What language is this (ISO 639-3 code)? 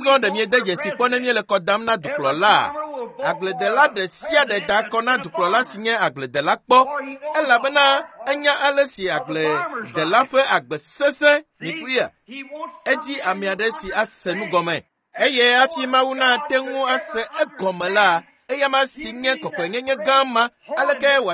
ewe